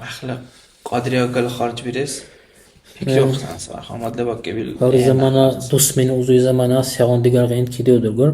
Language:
Dargwa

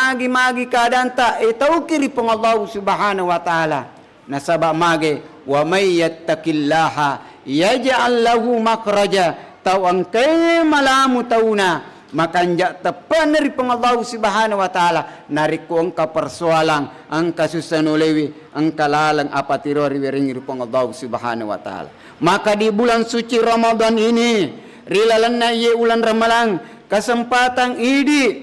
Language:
Buginese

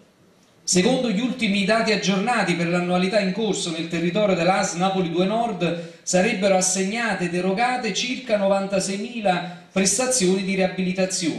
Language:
Italian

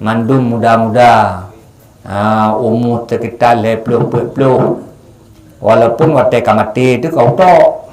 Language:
Achinese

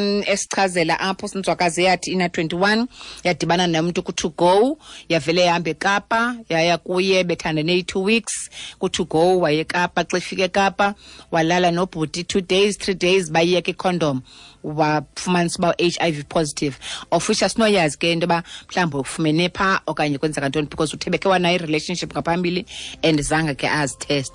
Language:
Xhosa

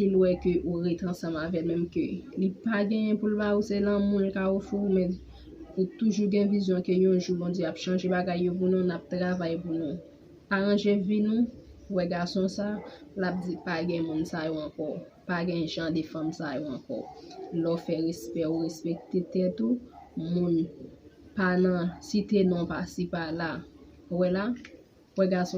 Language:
Haitian Creole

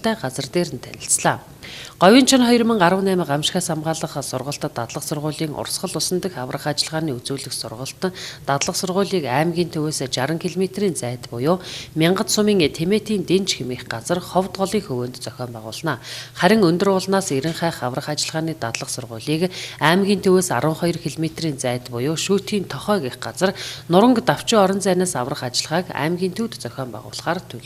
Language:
Mongolian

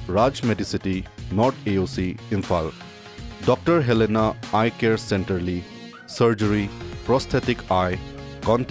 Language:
Tangkhul Naga (India)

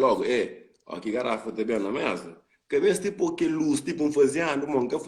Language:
Kabuverdianu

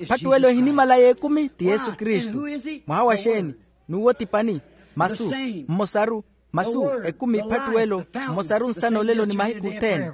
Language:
Makhuwa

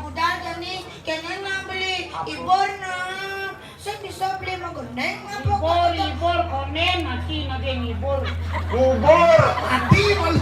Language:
Balinese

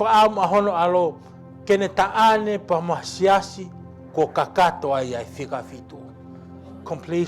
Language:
Tongan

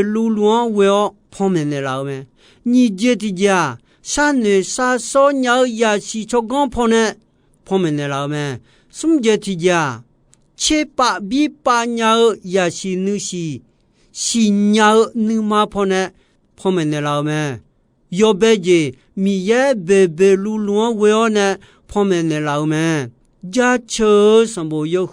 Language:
Akha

